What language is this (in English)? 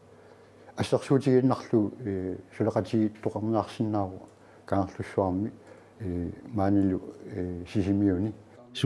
Kalaallisut